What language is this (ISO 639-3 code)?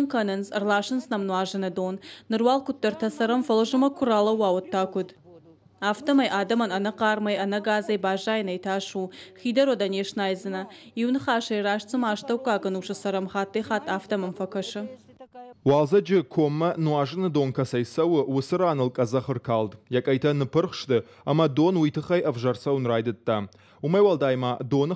oss